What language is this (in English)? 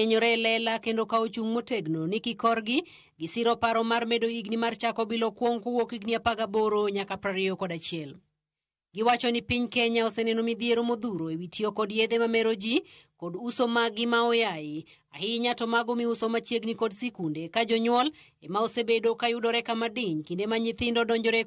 Luo (Kenya and Tanzania)